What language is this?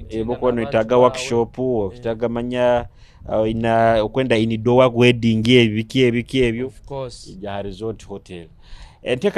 Nyoro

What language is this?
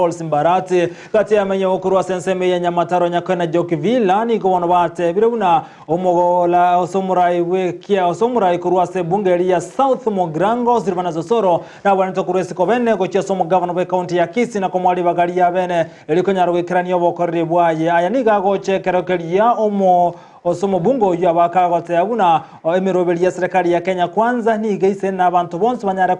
Gusii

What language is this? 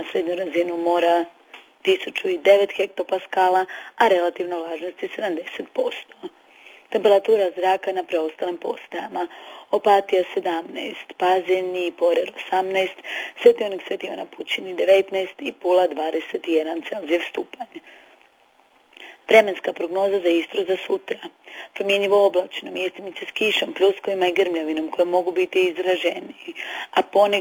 Croatian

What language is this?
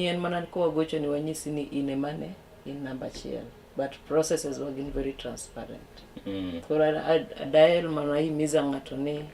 Luo (Kenya and Tanzania)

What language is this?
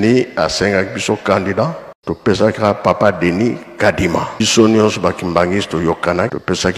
Lingala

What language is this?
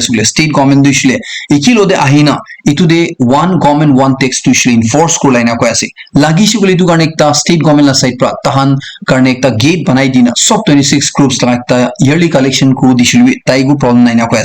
Naga Pidgin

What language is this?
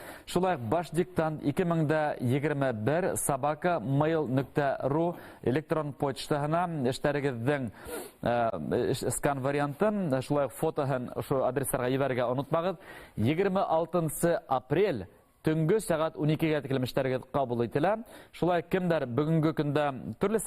Bashkir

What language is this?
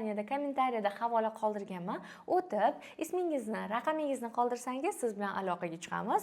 Uzbek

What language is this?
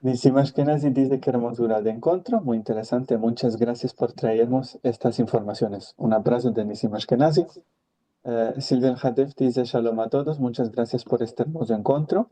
Ladino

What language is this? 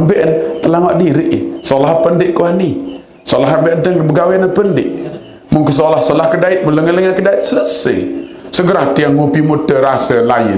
Sasak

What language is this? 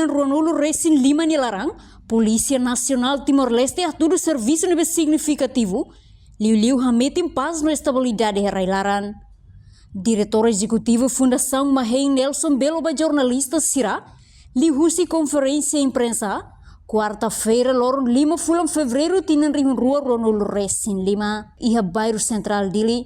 Tetum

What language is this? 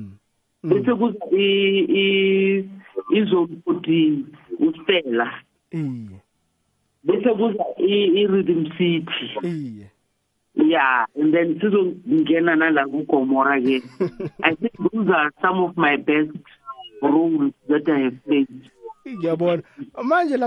South Ndebele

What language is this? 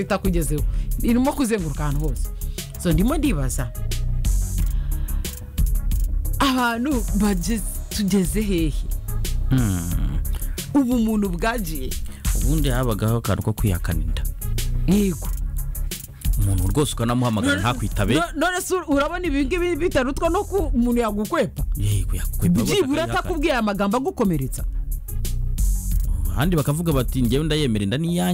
Kinyarwanda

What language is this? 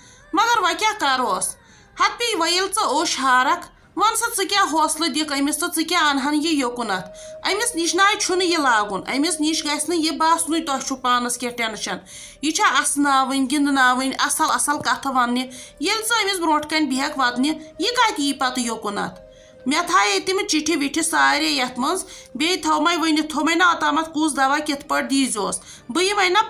Kashmiri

